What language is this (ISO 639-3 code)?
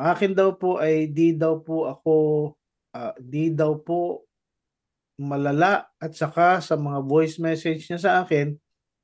fil